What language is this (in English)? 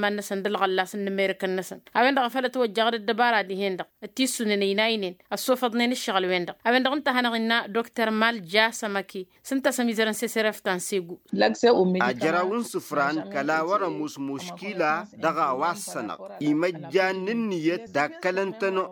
Tamasheq